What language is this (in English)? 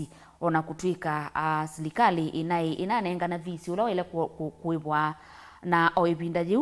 Kamba